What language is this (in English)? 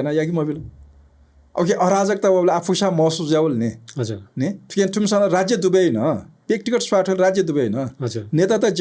Newari